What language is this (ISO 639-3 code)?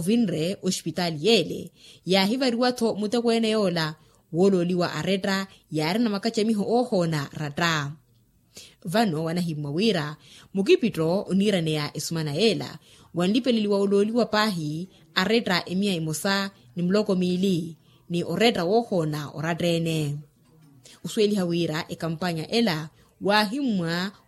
vmw